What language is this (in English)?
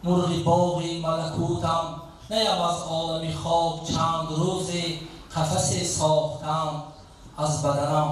Tajik